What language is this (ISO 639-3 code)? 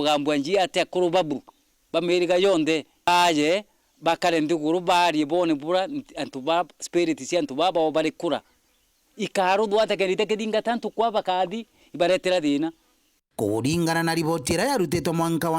mer